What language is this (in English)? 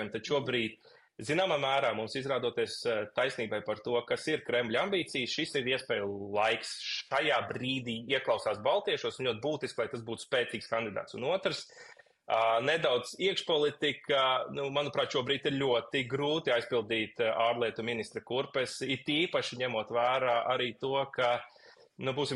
Latvian